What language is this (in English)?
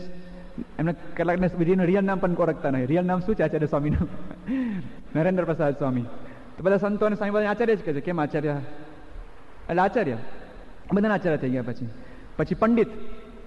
Gujarati